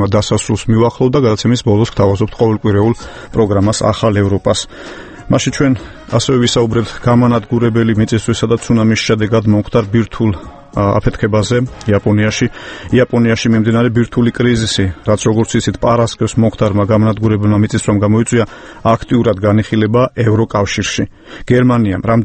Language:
Georgian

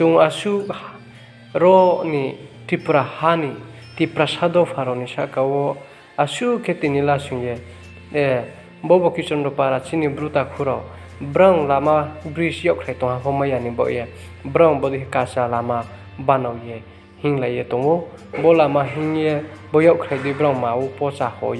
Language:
Riang (India)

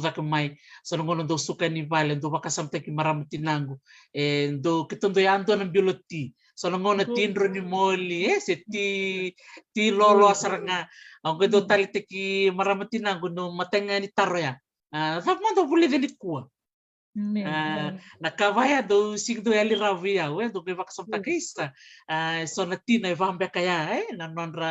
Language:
Fijian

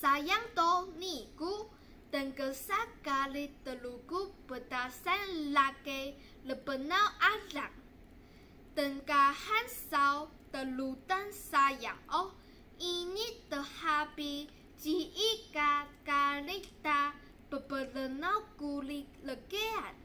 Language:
Taroko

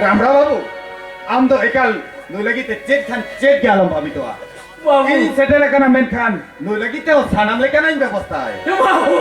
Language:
Santali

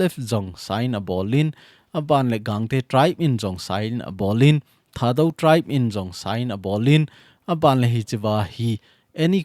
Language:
Thado Chin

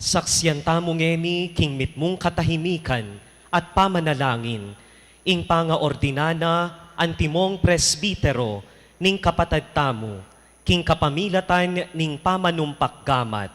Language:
Pampanga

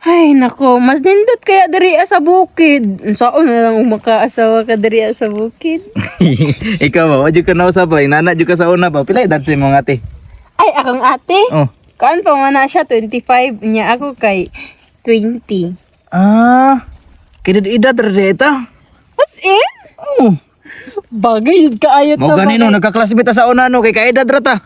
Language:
Cebuano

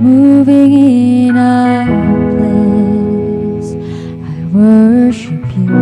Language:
Iloko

